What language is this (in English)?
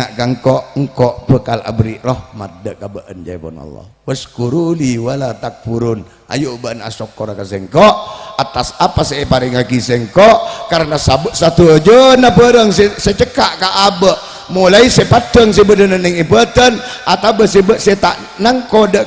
Madurese